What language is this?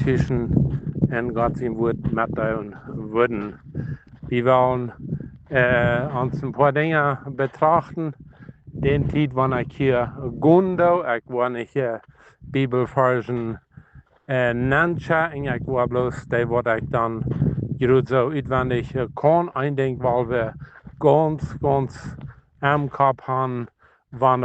Plautdietsch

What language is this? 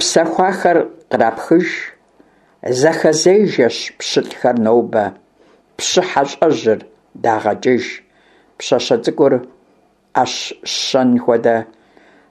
Kabardian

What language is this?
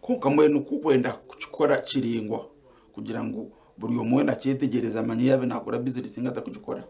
Nyankole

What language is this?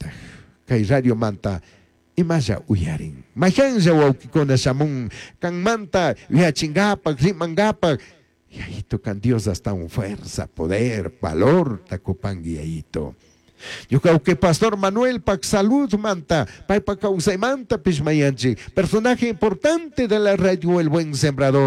Chimborazo Highland Quichua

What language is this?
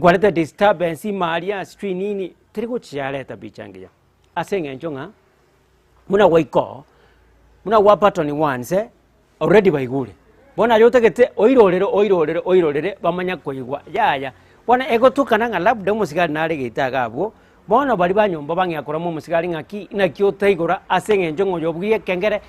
Gusii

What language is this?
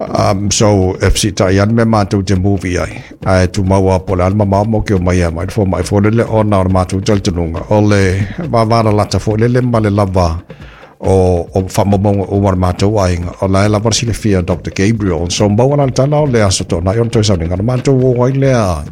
Samoan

